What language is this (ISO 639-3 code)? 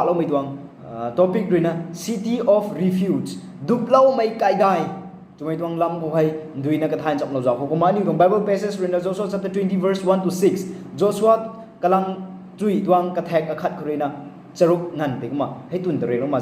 nbu